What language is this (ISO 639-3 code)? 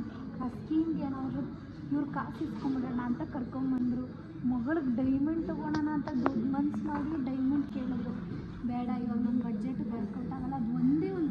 kan